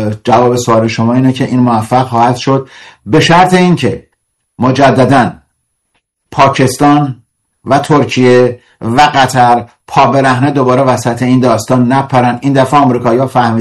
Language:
Persian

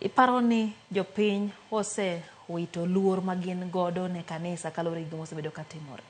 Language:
Luo (Kenya and Tanzania)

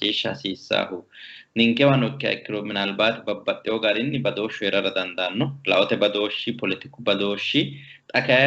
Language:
Sidamo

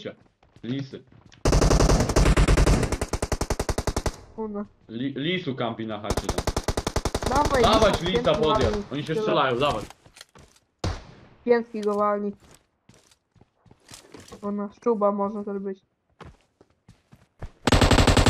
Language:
Polish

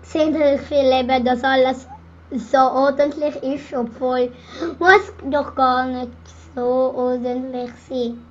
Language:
Swiss German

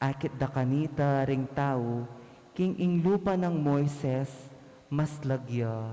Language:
Pampanga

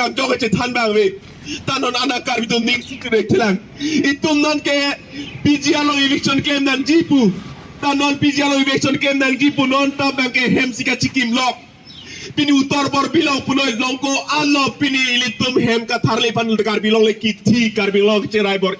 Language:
Karbi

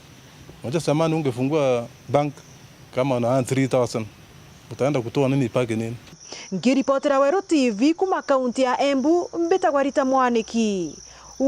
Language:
Meru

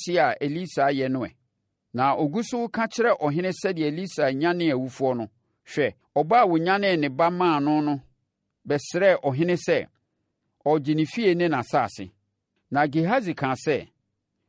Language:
Akan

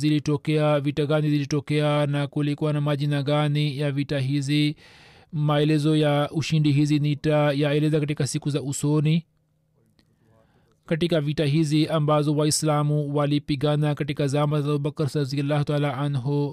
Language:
Swahili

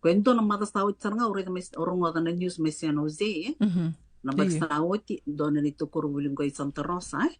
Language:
Fijian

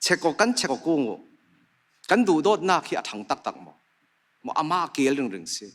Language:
Falam Chin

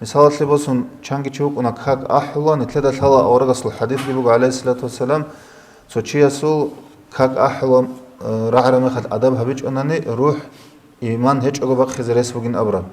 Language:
Avaric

